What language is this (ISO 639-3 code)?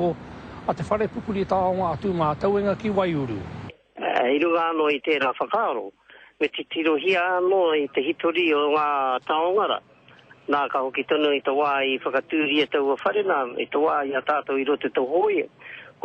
mri